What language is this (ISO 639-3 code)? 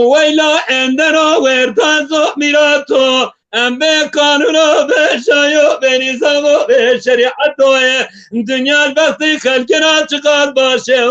kur